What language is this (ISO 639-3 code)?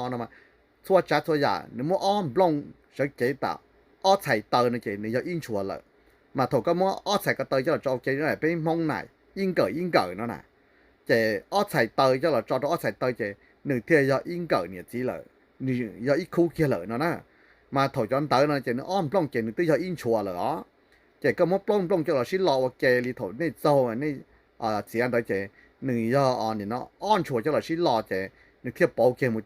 hmn